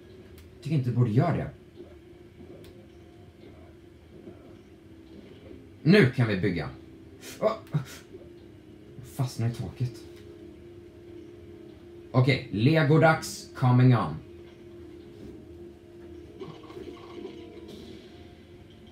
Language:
Swedish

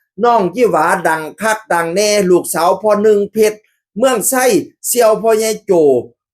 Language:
Northeastern Thai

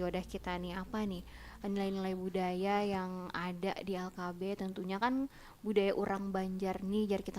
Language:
Banjar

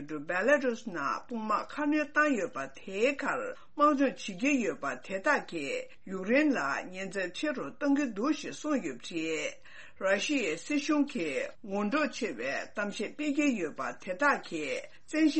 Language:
Tibetan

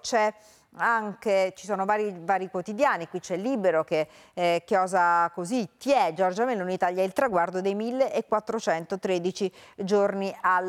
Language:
Italian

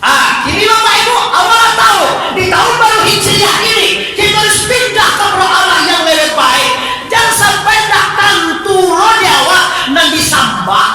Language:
Minangkabau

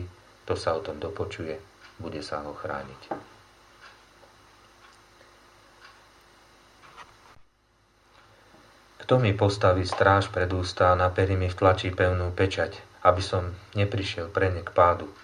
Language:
Slovak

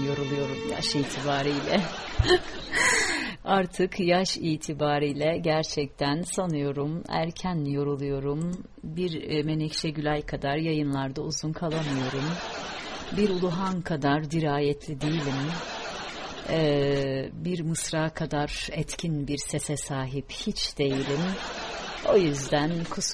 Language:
Turkish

